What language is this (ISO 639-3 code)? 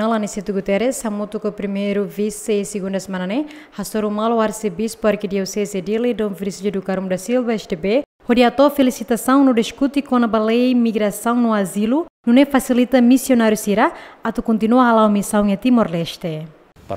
tet